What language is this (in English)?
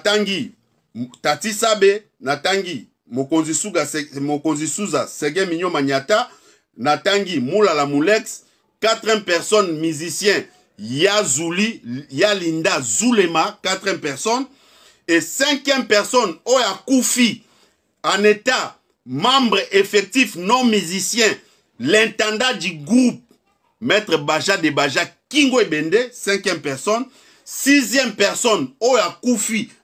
Lingala